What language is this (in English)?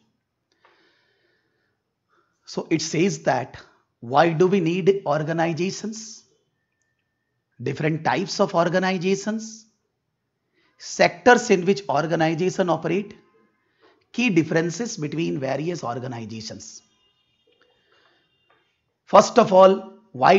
English